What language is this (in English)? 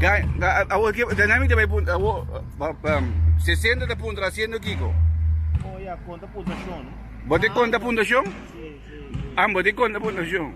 Papiamento